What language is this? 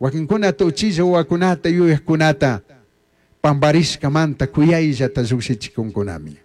Chimborazo Highland Quichua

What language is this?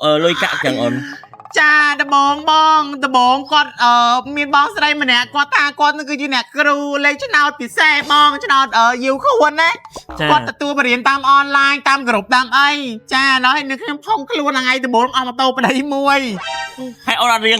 Khmer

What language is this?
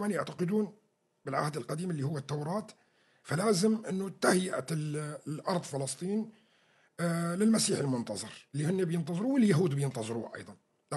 North Levantine Arabic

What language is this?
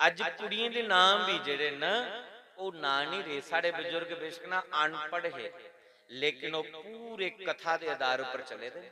Dogri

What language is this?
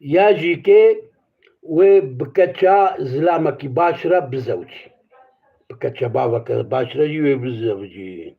Kurdish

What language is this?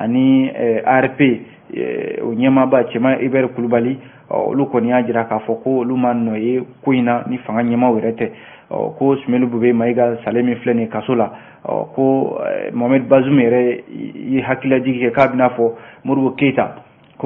Bambara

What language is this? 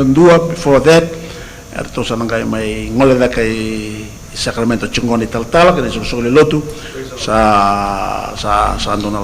Fijian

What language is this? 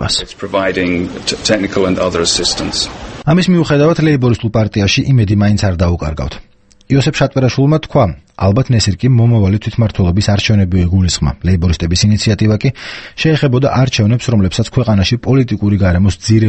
Georgian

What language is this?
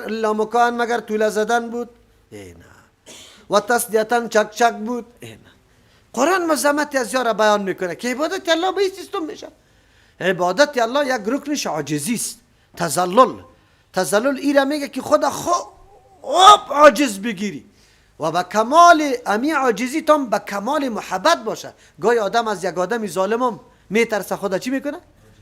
Persian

